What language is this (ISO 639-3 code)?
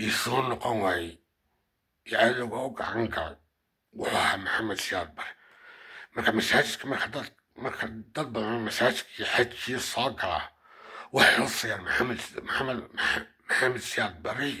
som